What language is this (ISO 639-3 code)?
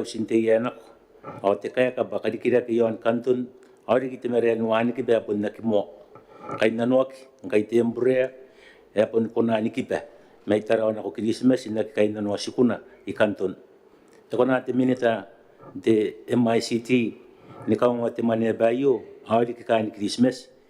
gil